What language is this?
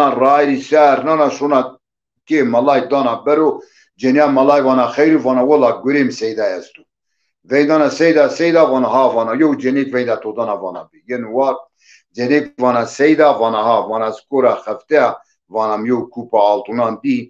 Zaza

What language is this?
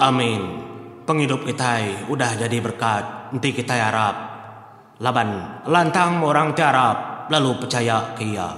Iban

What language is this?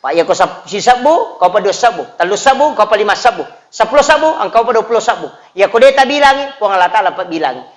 Buginese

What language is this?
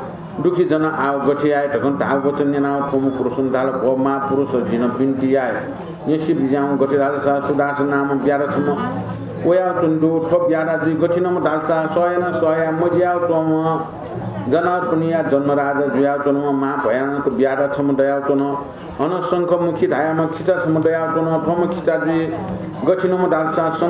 Newari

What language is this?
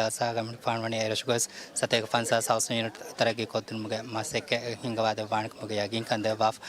Divehi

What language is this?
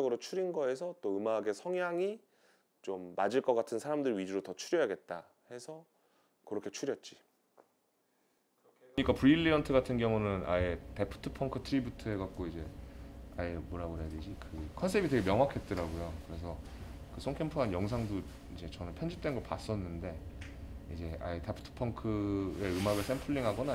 Korean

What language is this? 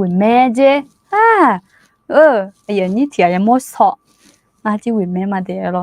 Akha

